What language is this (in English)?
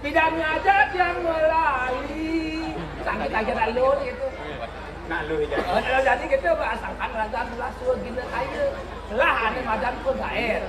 Balinese